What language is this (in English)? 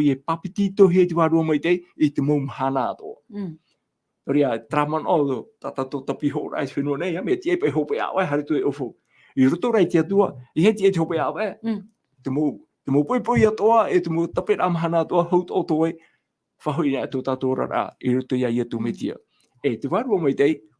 Tahitian